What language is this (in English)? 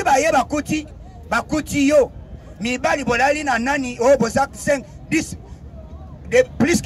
Lingala